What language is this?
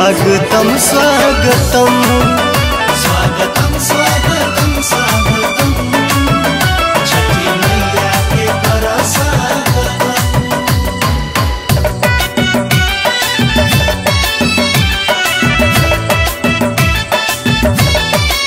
Bhojpuri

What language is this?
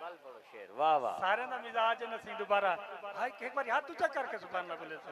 Saraiki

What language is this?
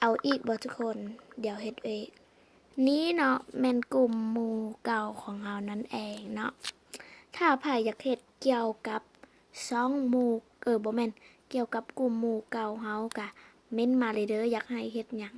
Lao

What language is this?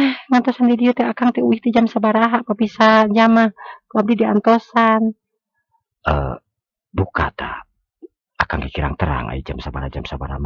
Sundanese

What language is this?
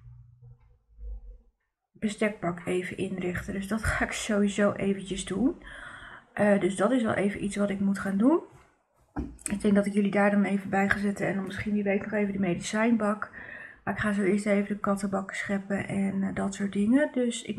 Dutch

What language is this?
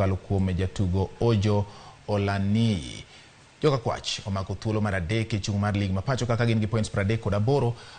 Luo (Kenya and Tanzania)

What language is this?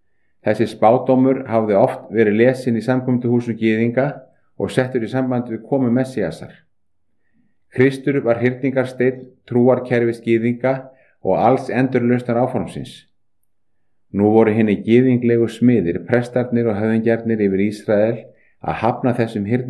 Icelandic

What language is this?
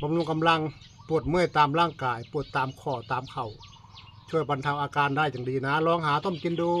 Northeastern Thai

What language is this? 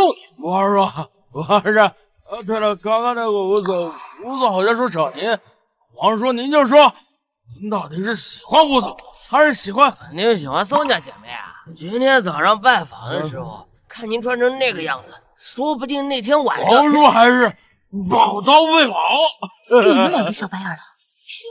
Chinese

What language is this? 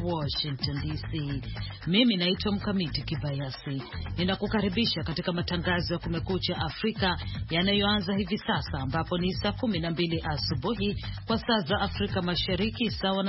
Swahili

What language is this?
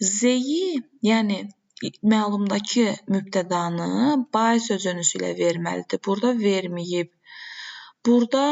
Azerbaijani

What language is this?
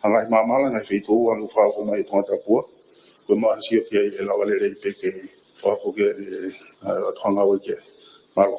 Tongan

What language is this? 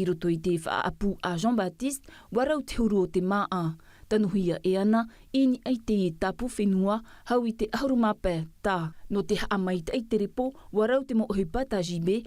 Tahitian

